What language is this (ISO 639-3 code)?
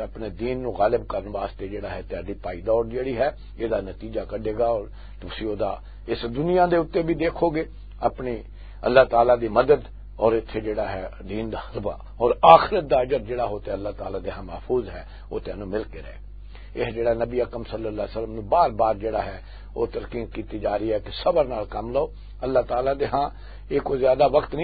lah